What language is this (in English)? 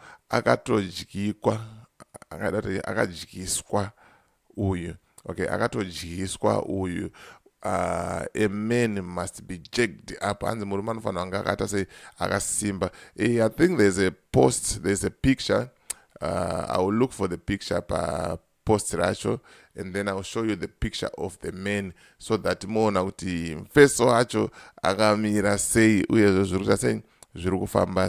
Shona